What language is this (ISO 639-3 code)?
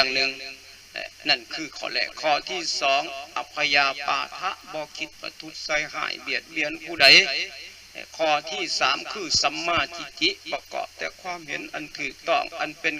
lao